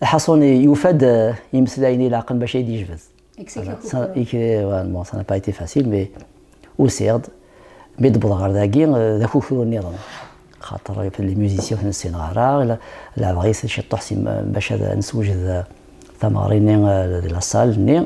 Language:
Kabyle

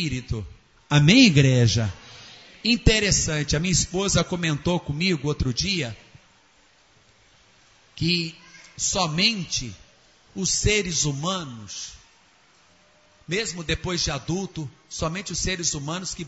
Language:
Portuguese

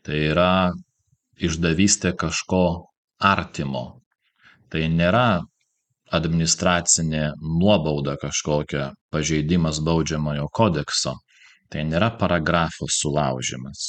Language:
Lithuanian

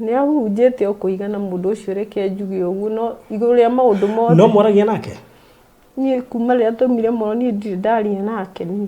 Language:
Kikuyu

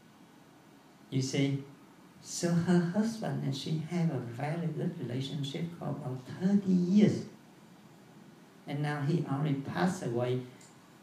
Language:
English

